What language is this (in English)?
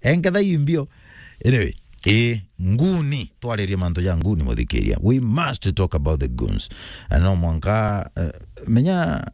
Meru